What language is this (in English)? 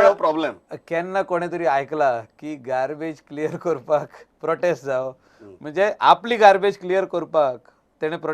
Konkani